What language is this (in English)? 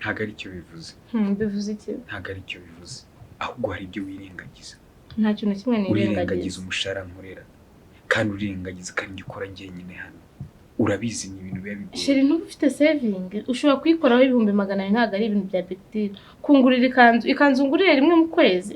Kinyarwanda